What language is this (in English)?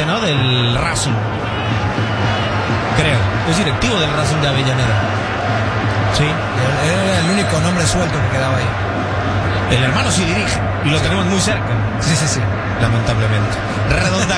Spanish